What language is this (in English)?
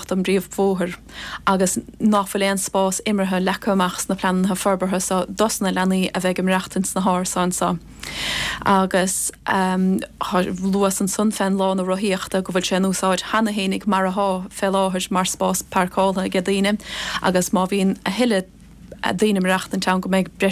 Irish